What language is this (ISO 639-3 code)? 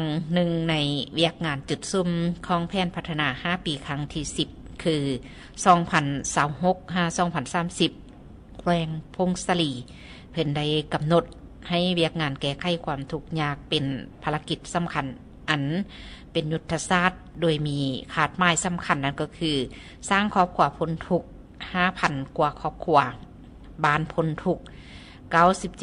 lao